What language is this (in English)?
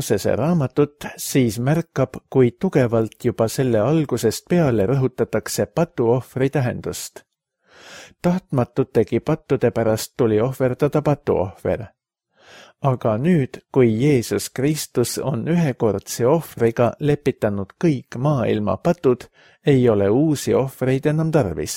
Estonian